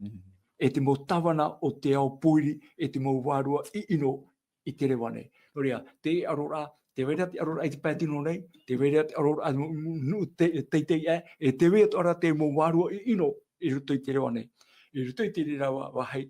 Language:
Tahitian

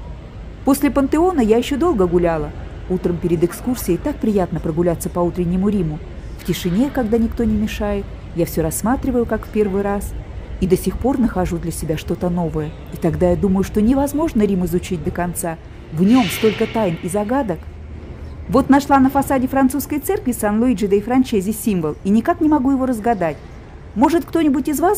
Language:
Russian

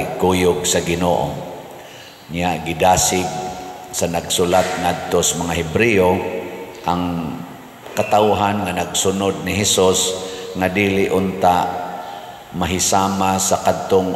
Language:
Cebuano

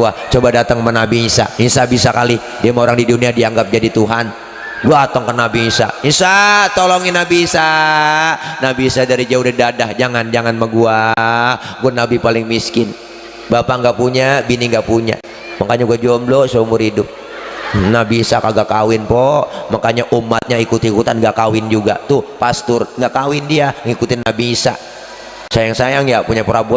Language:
Betawi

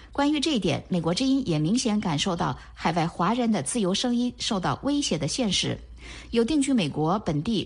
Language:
Chinese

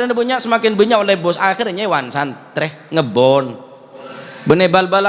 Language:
Madurese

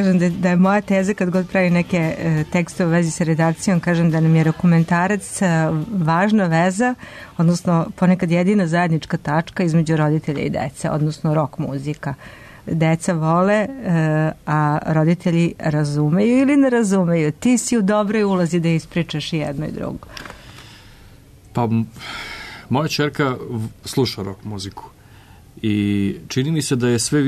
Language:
Serbian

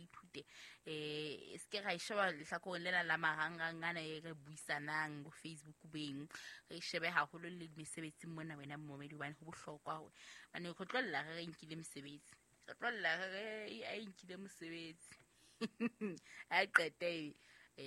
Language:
Southern Sotho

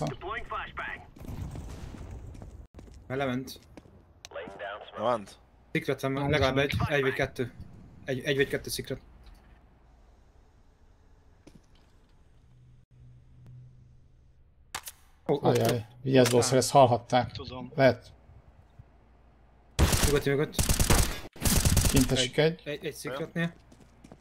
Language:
Hungarian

